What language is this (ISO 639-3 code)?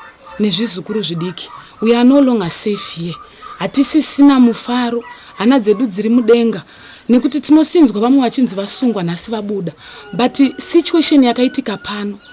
sna